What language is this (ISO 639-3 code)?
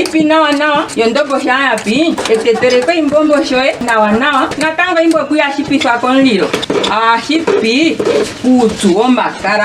ndo